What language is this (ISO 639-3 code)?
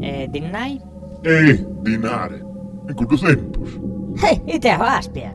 srd